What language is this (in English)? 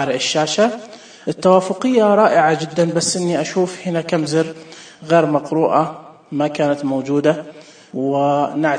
Najdi Arabic